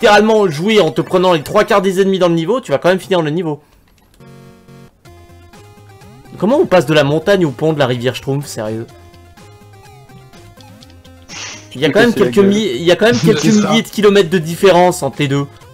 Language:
French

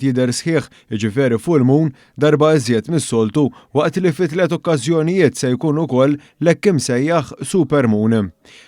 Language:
Maltese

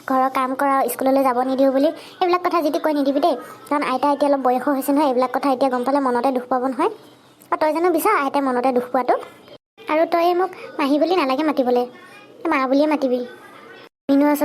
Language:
Assamese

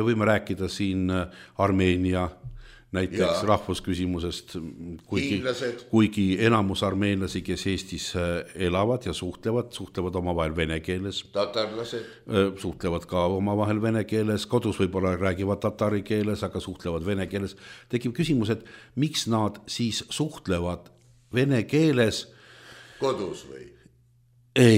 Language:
Estonian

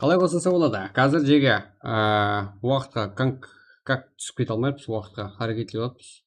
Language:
Kara-Kalpak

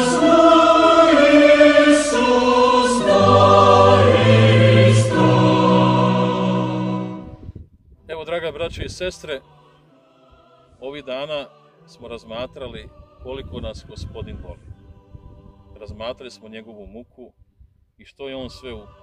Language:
Croatian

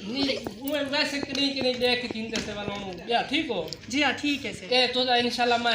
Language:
Saraiki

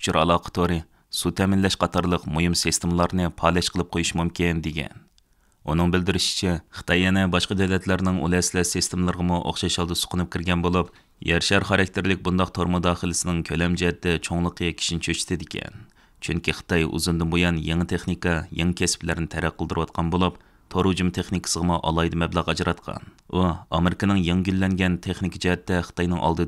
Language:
Uyghur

